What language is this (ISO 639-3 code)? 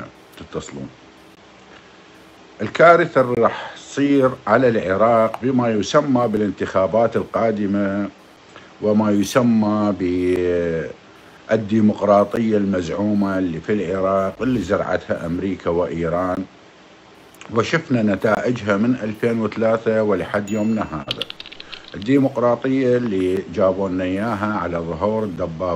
acm